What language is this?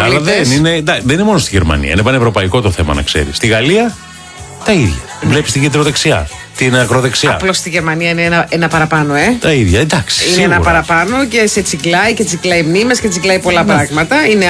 Greek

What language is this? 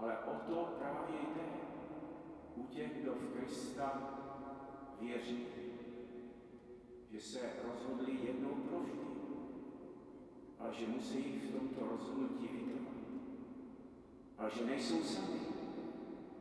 Czech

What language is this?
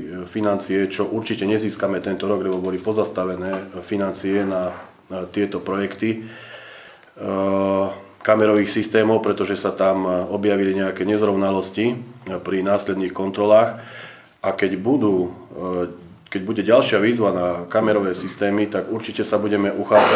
Slovak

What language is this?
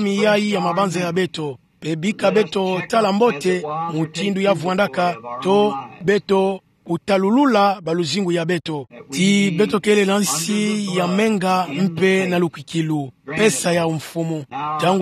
Kituba (Democratic Republic of Congo)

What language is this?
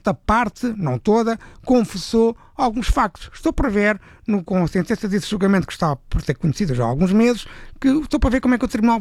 Portuguese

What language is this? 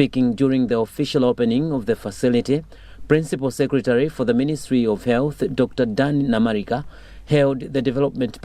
English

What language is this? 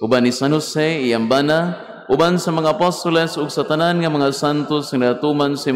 Cebuano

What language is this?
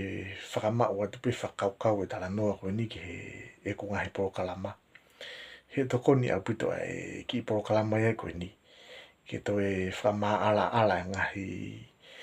Tongan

